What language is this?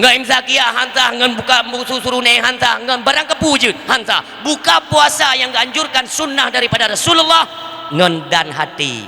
Achinese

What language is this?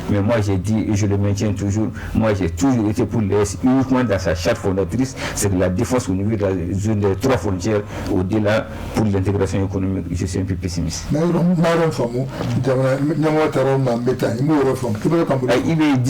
Bambara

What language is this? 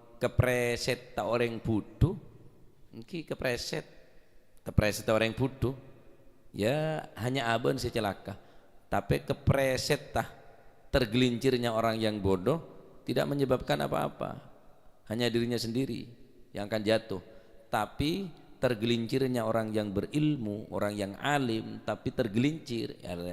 Madurese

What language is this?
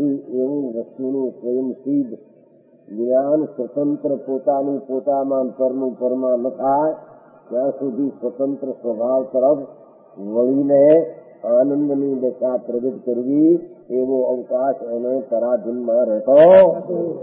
Gujarati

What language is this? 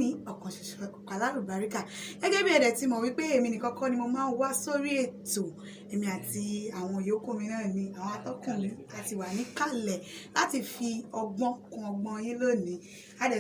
Yoruba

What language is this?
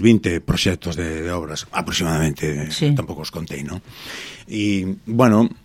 Galician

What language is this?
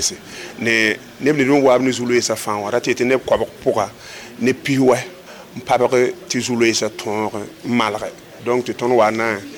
Mossi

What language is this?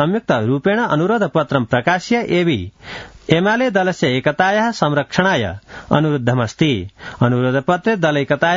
Sanskrit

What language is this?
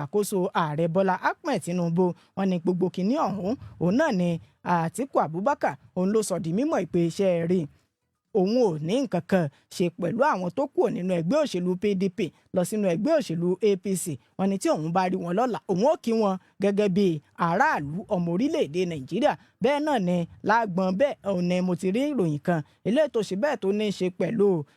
Yoruba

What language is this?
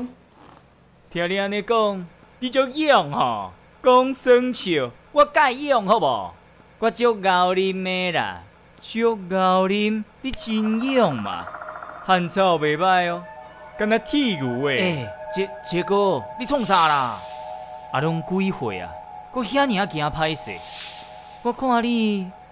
Min Nan Chinese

